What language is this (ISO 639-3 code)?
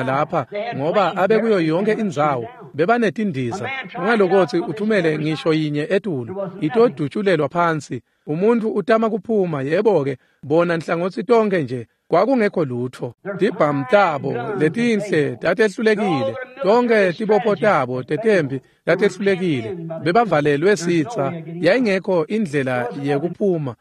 ssw